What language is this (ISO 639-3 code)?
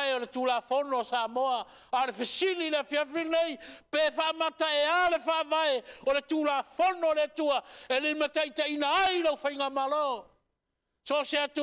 smo